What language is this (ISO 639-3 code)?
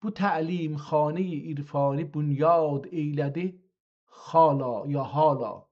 azb